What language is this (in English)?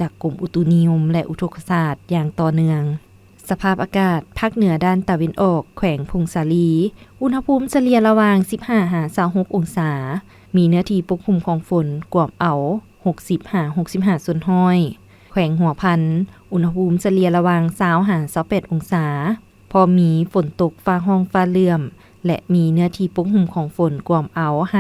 Lao